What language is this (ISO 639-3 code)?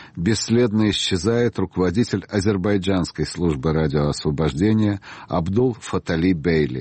rus